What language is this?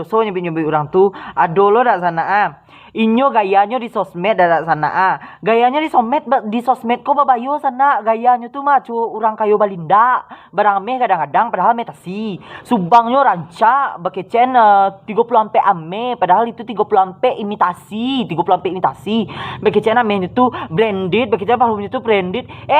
Minangkabau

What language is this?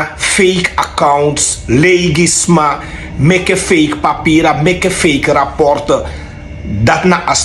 Sranan Tongo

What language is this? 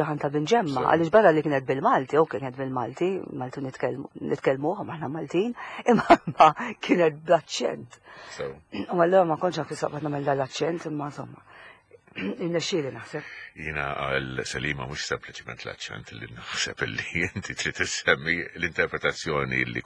Maltese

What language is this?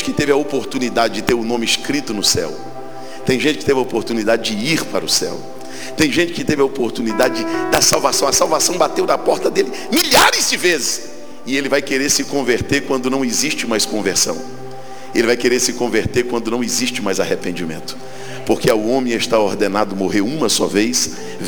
Portuguese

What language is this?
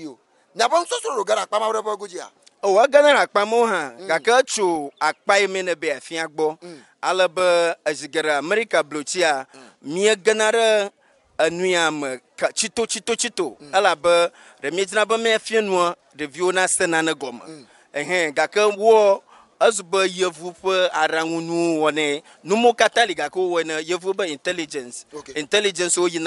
Ewe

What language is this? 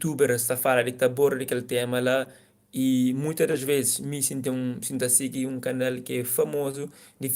Kabuverdianu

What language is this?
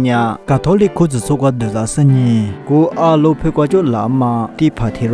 Lisu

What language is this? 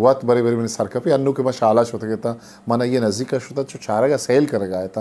Eastern Balochi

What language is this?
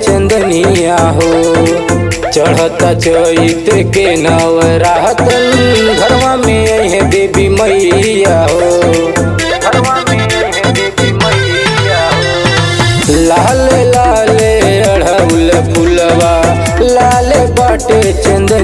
Bhojpuri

